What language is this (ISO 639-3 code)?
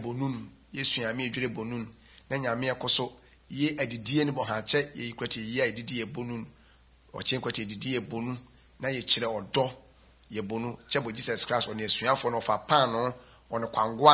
som